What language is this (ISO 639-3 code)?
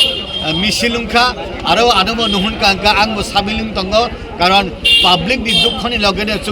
trp